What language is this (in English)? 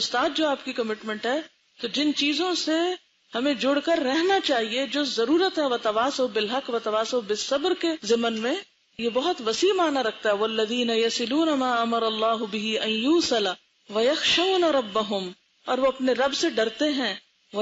Urdu